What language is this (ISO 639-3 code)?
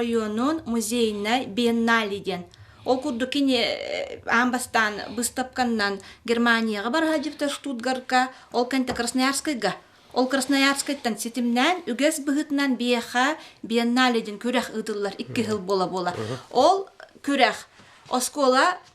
sah